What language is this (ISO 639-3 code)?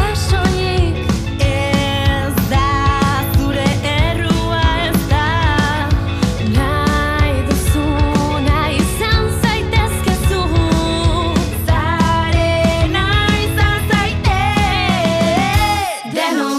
eus